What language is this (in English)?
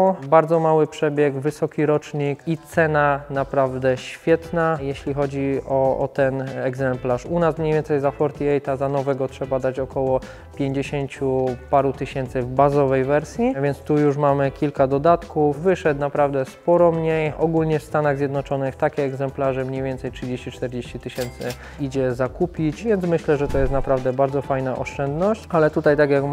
Polish